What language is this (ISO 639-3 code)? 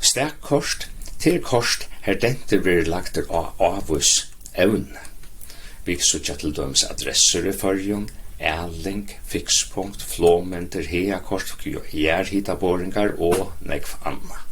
fao